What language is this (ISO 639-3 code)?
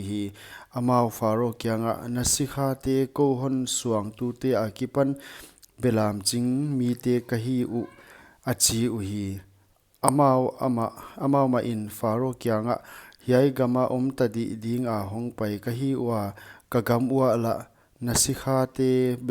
pck